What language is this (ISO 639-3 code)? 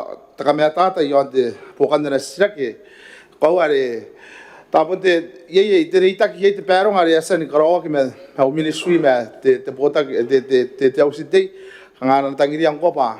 gil